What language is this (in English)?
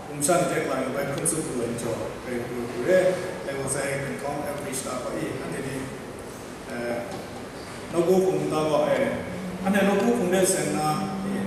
Kachin